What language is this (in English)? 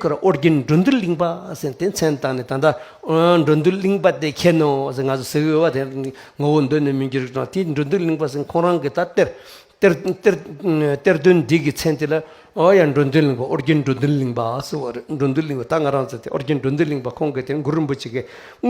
Tibetan